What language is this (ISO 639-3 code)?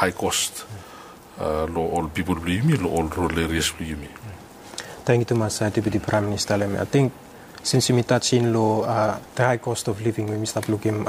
bis